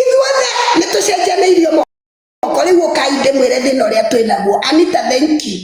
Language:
Kikuyu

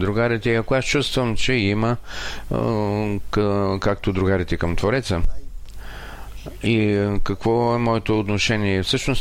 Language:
Bulgarian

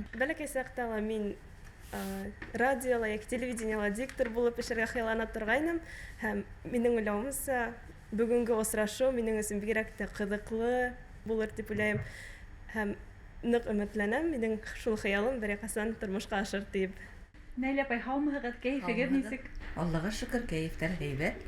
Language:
Bashkir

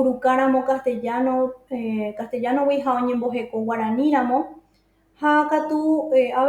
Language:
Guarani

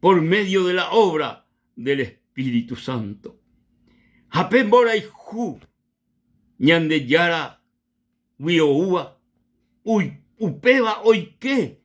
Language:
Guarani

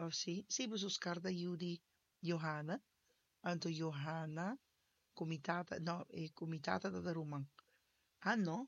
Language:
Papiamento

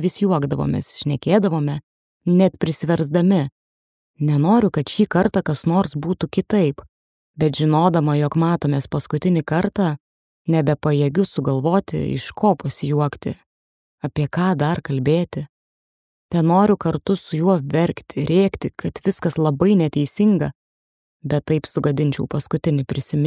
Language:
Lithuanian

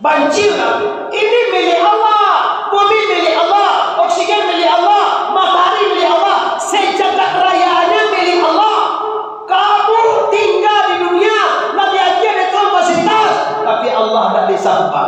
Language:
Minangkabau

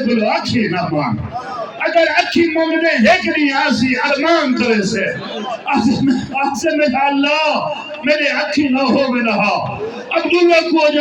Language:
Saraiki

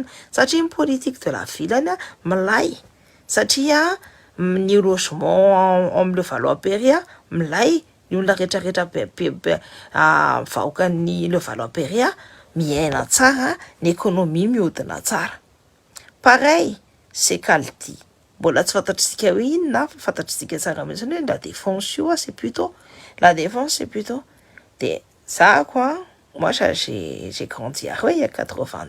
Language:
Malagasy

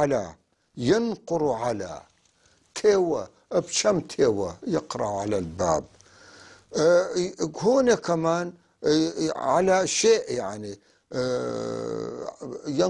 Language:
North Levantine Arabic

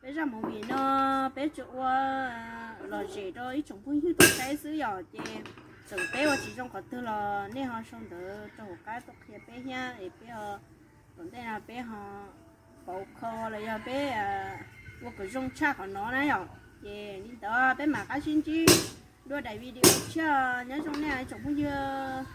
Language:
Hmong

